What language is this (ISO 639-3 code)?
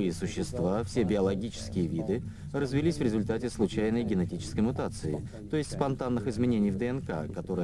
rus